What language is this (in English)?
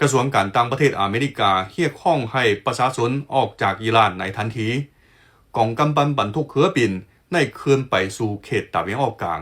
Lao